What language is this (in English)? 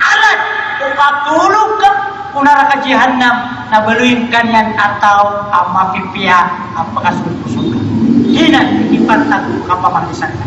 Maranao